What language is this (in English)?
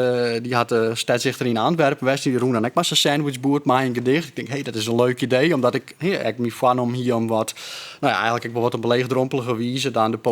Western Frisian